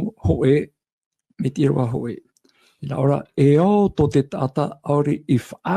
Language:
Tahitian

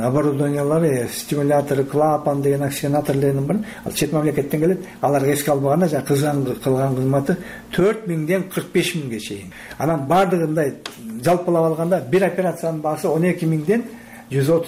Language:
Kyrgyz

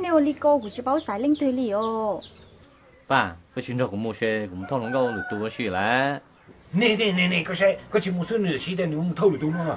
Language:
Hmong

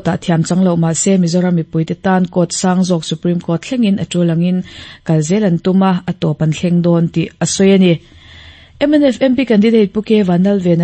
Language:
Mizo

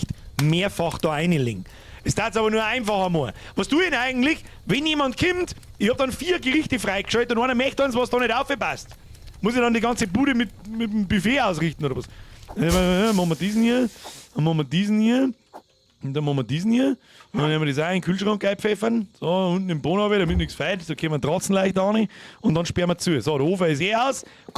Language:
Bavarian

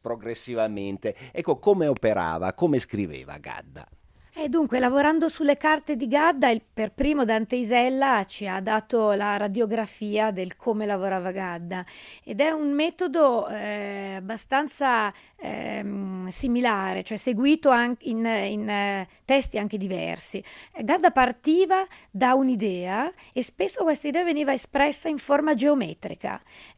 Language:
Italian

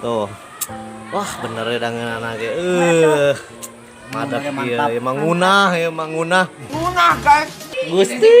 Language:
Sundanese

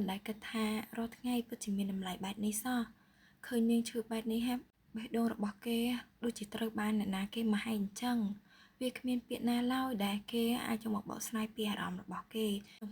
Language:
Khmer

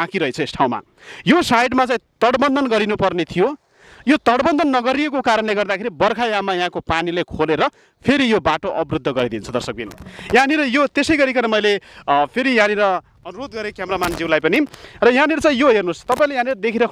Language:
Nepali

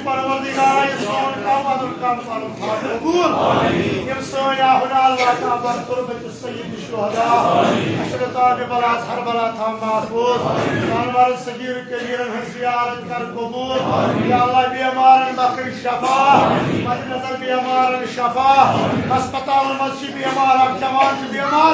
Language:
Kashmiri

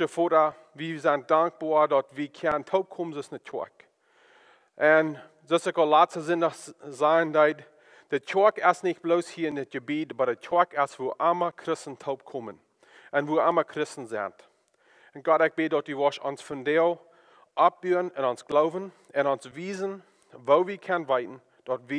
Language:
Plautdietsch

